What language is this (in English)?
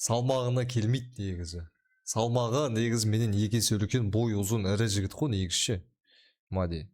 Kazakh